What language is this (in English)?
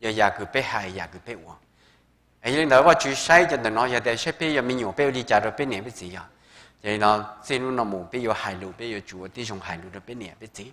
Hmong